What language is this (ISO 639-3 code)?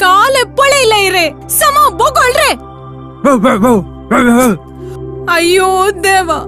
kok